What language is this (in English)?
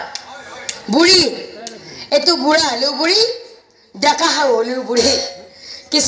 Assamese